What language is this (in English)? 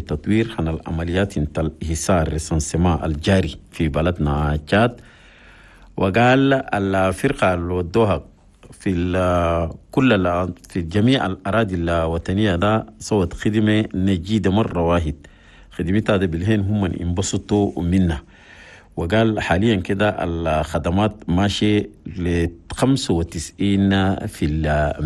Chadian Arabic